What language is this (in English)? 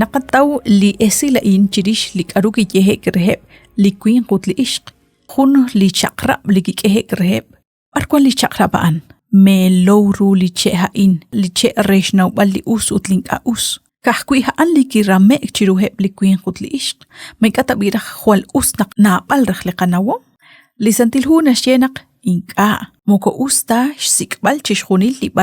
Kekchí